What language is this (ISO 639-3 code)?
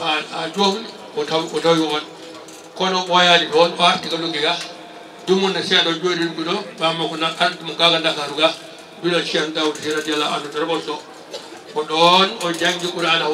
ful